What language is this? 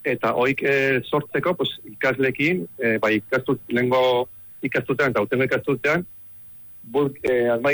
Basque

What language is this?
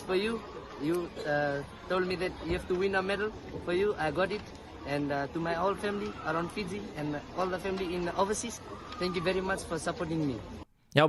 Fijian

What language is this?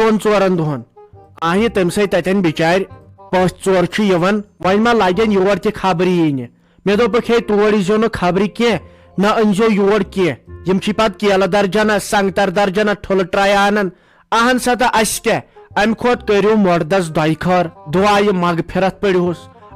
Kashmiri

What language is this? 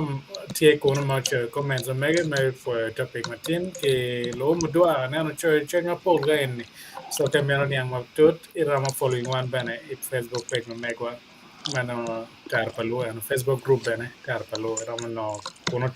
Acoli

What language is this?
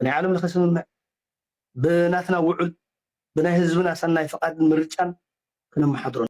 Tigrinya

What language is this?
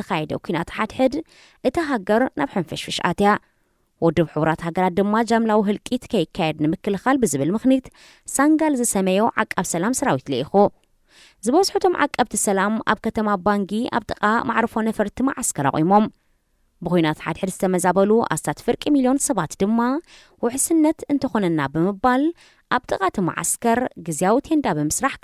Tigrinya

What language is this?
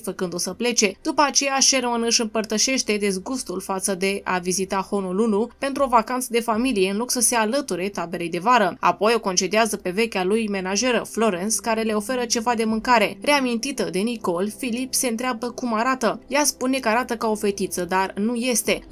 Romanian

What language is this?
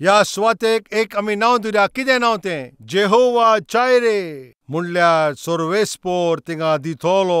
Konkani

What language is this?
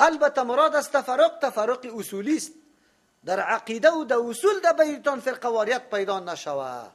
Persian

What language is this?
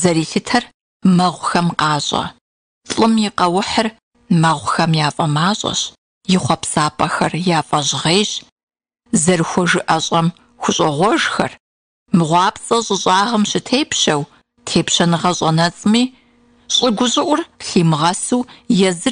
Kabardian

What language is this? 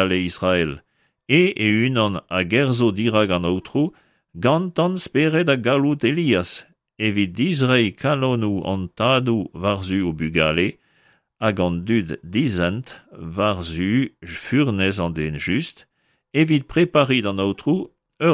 Breton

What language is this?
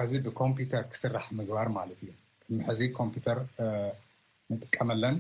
Tigrinya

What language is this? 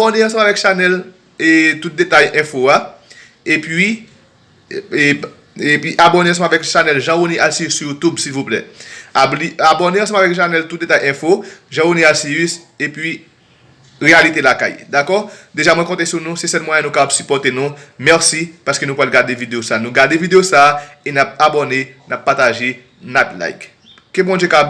Haitian Creole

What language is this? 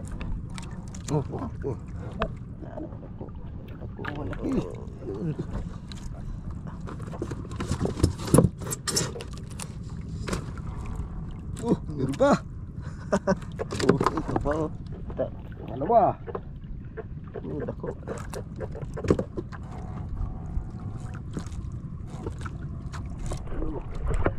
Filipino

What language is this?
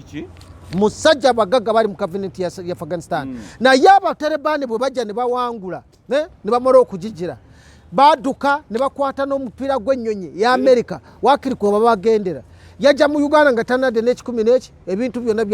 Ganda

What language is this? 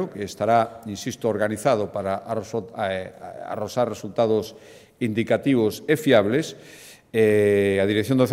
Galician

